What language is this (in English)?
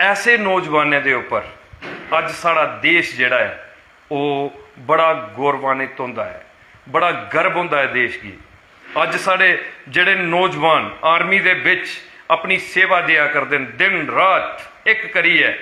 Dogri